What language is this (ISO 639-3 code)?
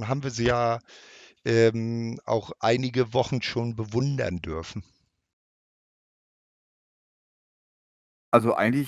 deu